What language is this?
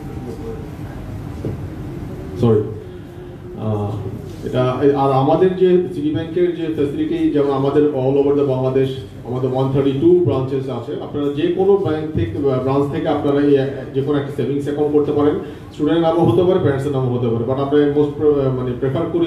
Bangla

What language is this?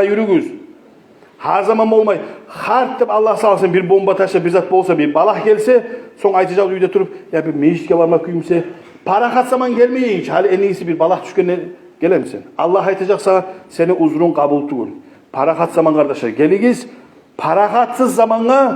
Kumyk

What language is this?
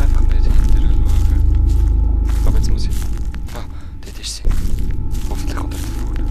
Swiss German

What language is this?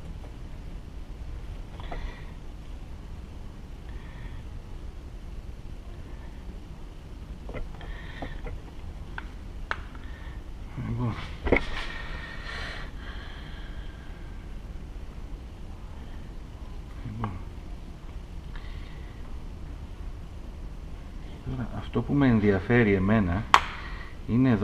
Greek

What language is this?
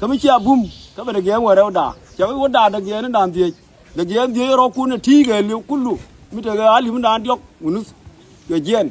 Nuer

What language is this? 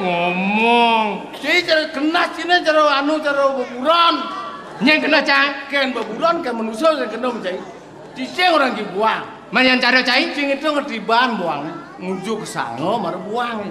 Balinese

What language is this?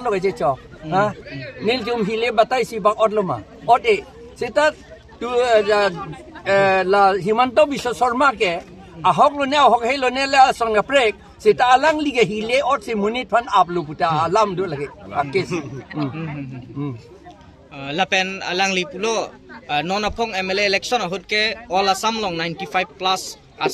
Karbi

